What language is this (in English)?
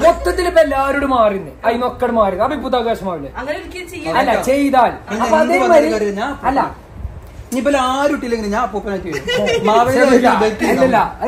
Malayalam